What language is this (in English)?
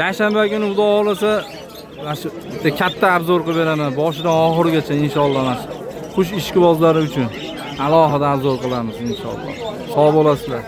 Uzbek